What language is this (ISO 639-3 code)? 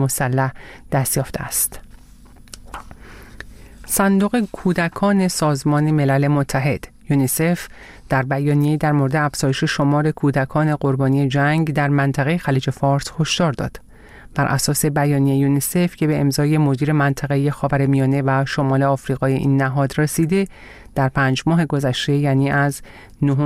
fas